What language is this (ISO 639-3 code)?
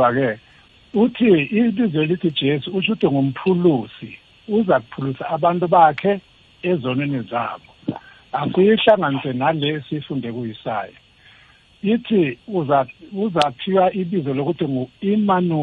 nbl